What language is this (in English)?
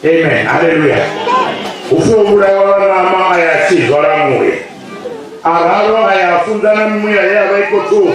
Venda